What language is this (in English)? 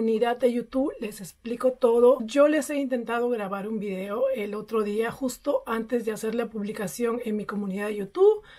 Spanish